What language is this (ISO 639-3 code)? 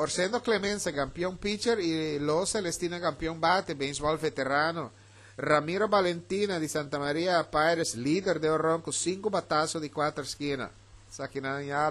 pap